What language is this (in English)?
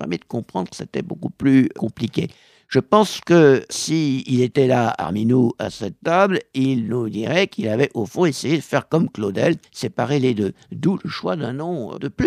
French